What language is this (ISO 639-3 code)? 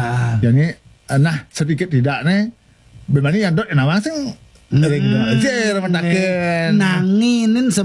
ban